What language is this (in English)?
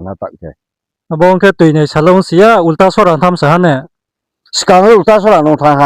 Riang (India)